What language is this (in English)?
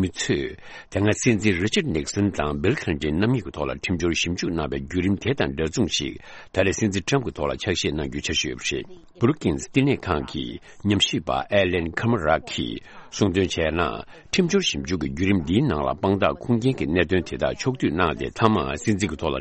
Tibetan